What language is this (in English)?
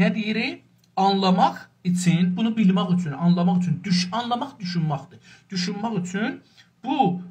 South Azerbaijani